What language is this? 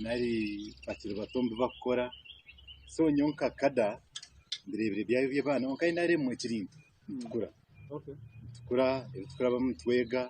Nyankole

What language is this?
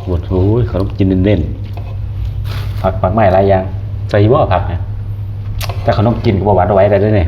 Lao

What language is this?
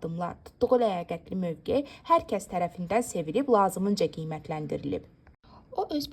Azerbaijani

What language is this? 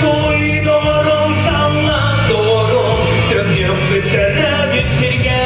Yakut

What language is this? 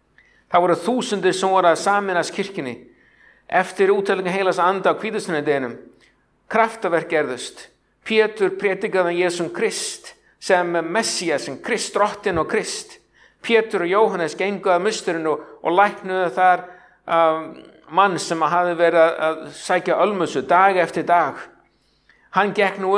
Icelandic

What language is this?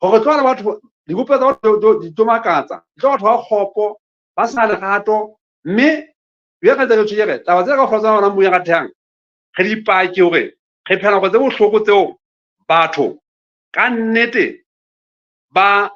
Southern Sotho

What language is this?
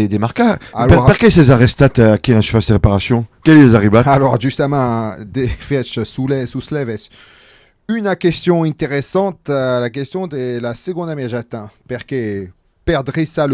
Occitan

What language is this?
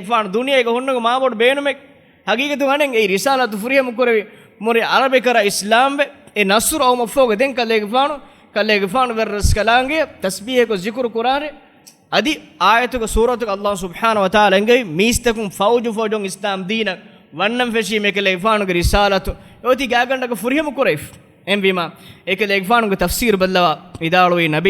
Divehi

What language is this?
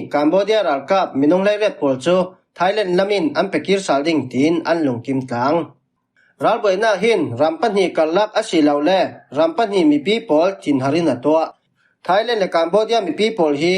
Falam Chin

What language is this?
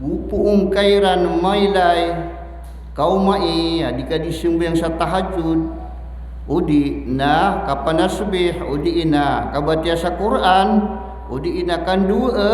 Maranao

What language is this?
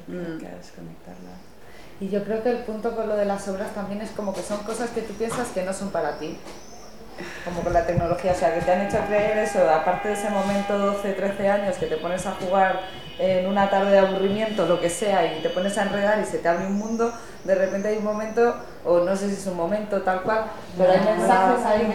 Spanish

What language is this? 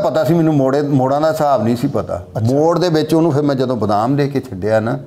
Punjabi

